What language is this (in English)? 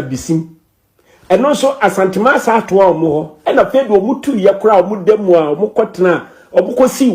Akan